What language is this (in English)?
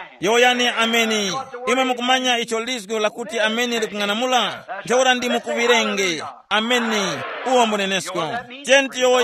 Tumbuka